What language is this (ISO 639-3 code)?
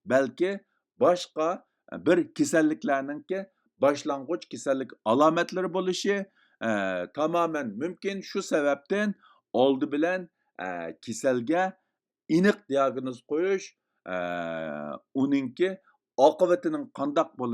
uig